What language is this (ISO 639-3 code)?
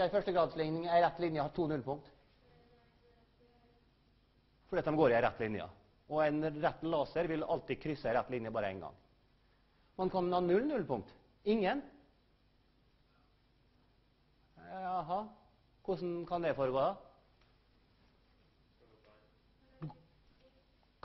nor